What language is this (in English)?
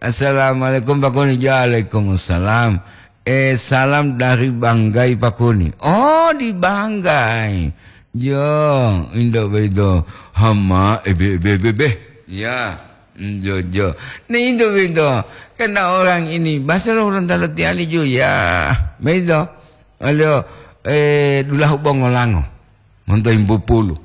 Gorontalo